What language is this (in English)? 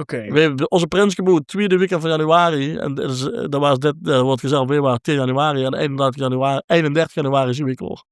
Limburgish